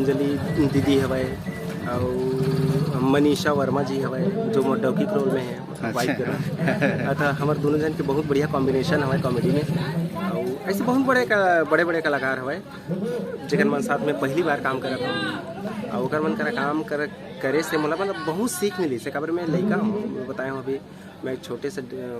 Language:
Chhattisgarhi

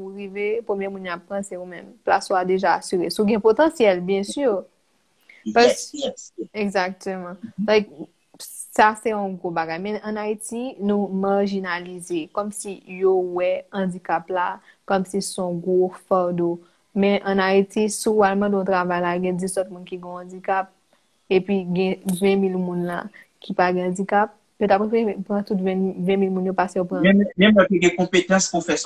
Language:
Haitian Creole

